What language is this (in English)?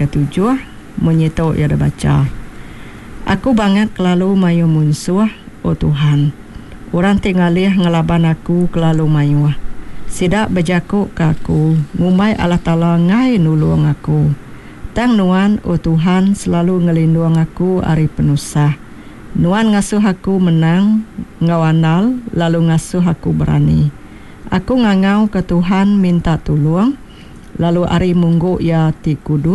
Iban